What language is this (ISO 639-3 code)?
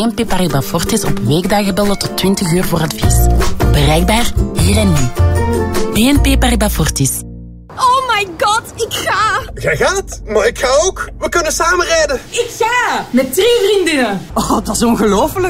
nld